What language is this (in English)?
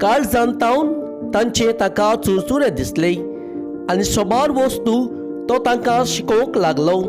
Konkani